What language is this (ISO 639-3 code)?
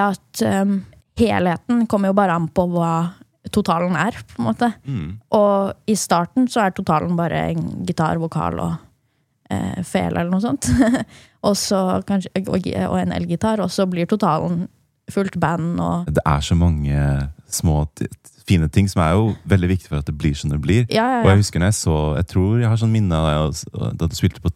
nor